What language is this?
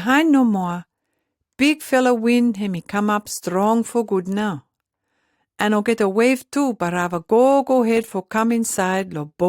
Pijin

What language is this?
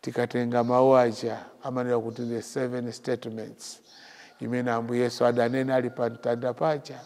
Nyanja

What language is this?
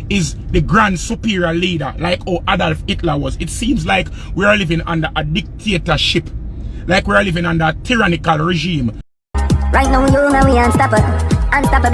Jamaican Creole English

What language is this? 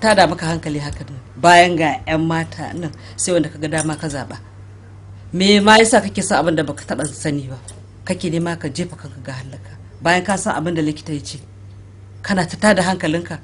Hausa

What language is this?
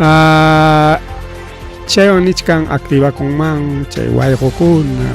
Ayacucho Quechua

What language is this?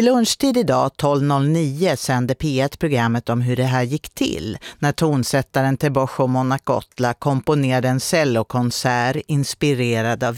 Swedish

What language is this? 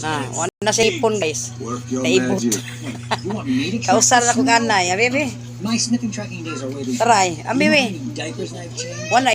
Cebuano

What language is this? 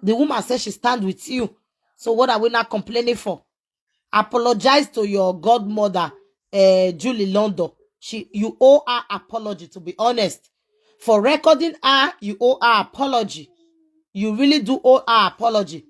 Nigerian Pidgin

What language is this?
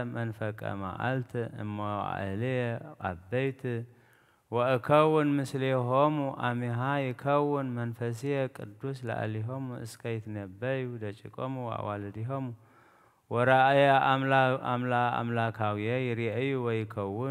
Geez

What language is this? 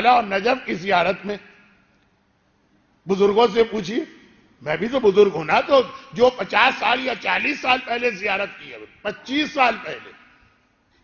Urdu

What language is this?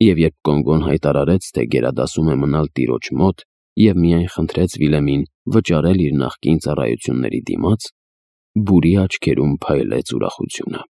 Armenian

